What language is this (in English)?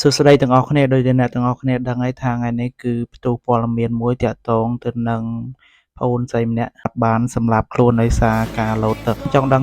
Khmer